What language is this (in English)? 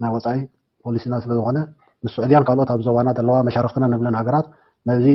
Tigrinya